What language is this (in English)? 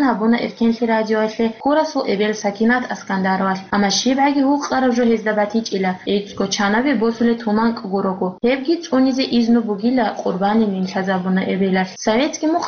Avaric